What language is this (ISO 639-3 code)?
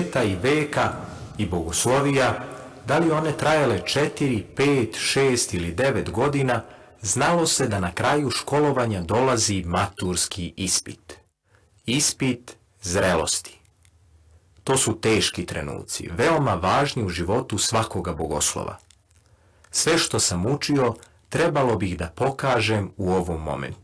srp